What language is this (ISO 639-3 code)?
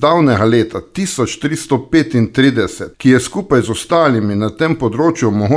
slv